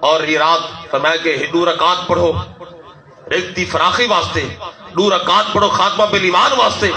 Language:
Saraiki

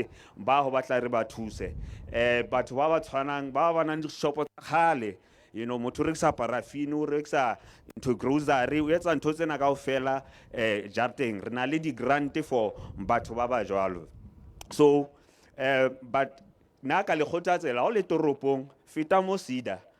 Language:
Southern Sotho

